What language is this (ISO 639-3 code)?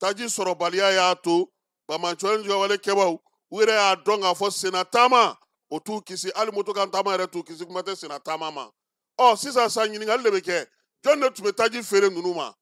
bam